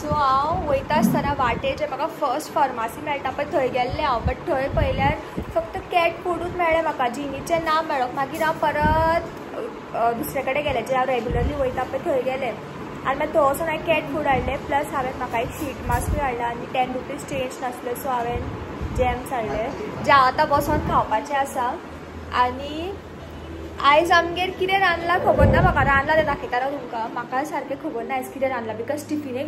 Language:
Konkani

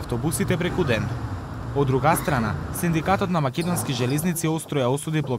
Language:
Macedonian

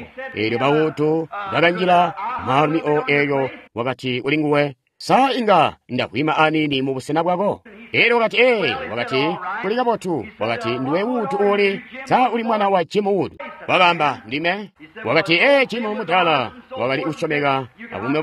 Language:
Tonga (Zambia)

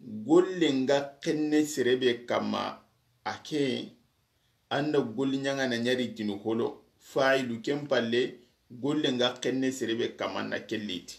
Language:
Soninke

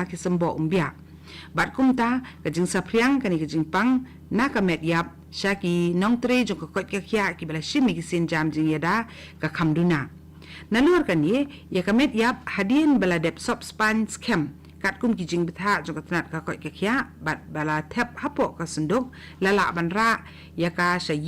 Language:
Khasi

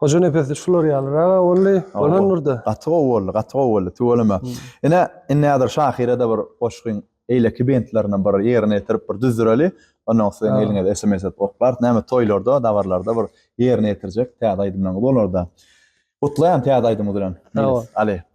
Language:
Turkmen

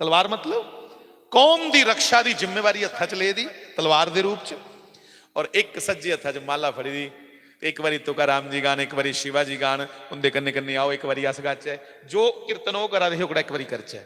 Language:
Dogri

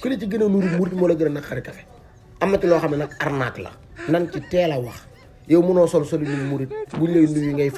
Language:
Wolof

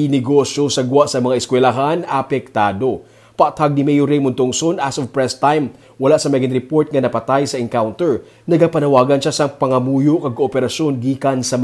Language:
Hiligaynon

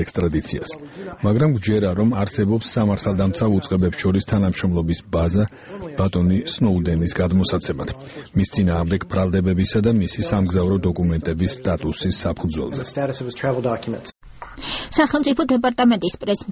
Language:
Georgian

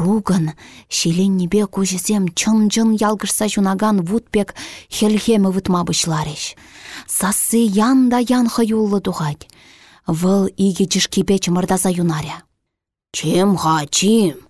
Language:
Chuvash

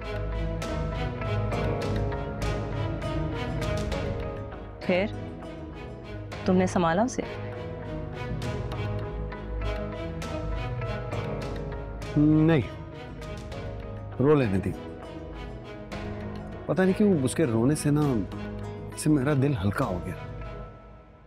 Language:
Hindi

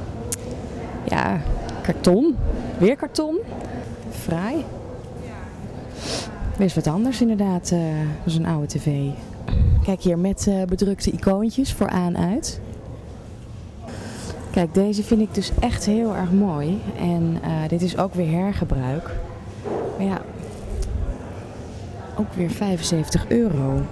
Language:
Dutch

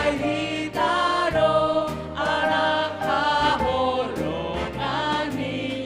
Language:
Batak Simalungun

